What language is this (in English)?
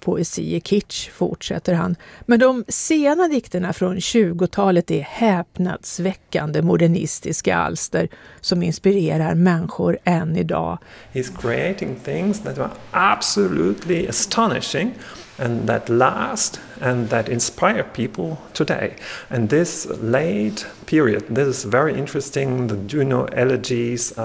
Swedish